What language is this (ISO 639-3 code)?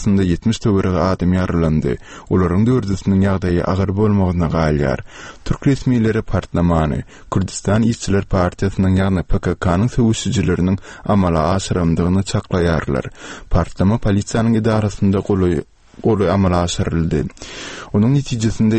tuk